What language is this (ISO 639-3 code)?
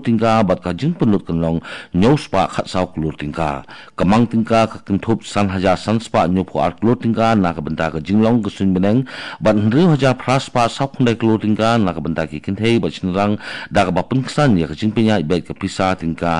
kha